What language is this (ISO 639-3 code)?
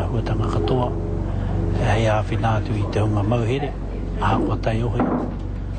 mri